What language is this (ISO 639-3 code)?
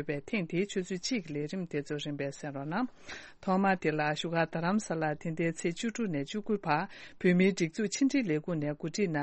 bod